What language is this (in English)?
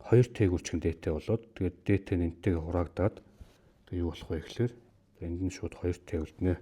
Mongolian